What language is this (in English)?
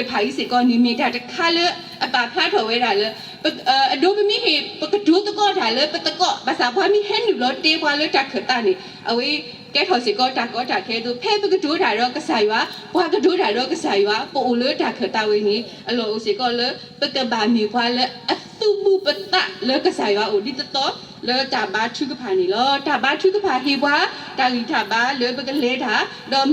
S'gaw Karen